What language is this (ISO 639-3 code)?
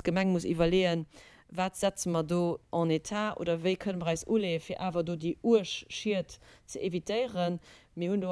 ltz